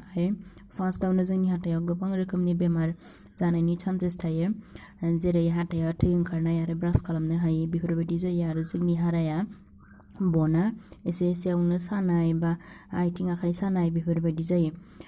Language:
Bodo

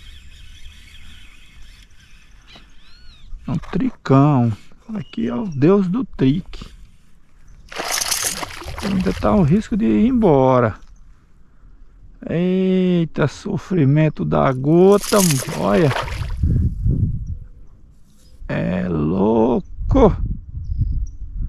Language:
Portuguese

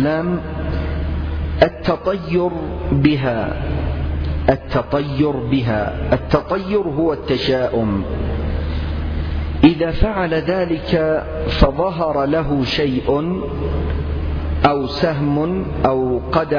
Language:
Arabic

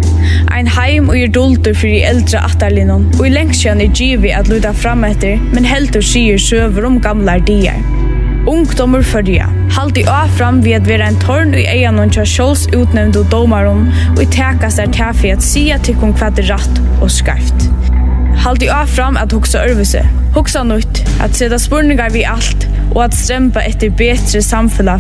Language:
Faroese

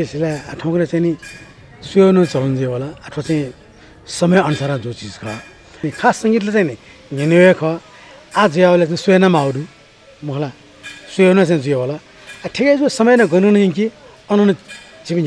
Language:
Newari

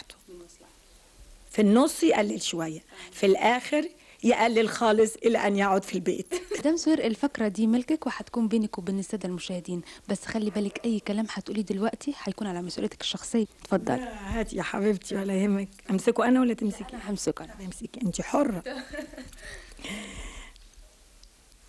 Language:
Egyptian Arabic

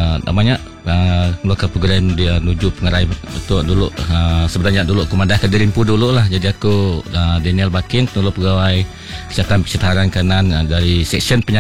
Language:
Iban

